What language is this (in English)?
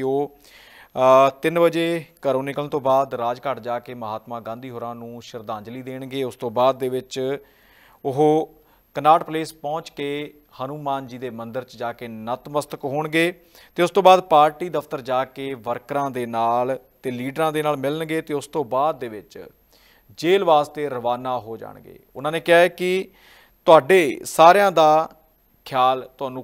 Punjabi